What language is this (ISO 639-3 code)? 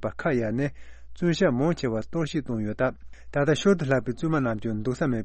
bod